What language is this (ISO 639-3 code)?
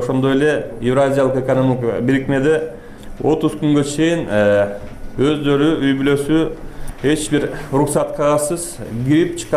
kir